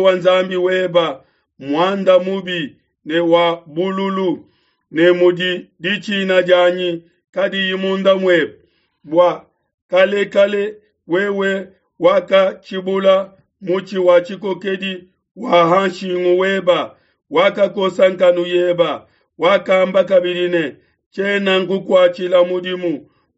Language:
Luba-Lulua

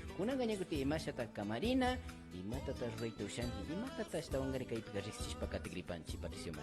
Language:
Imbabura Highland Quichua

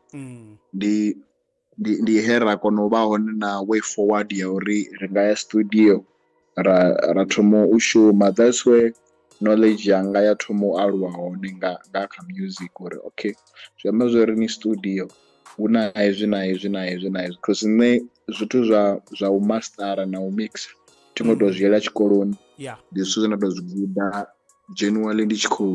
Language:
Venda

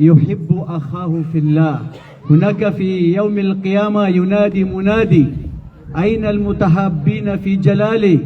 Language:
Maranao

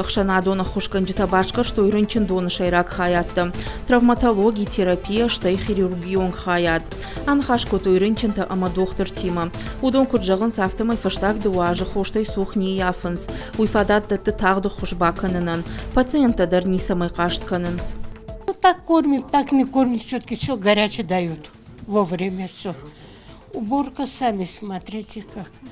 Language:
Ossetic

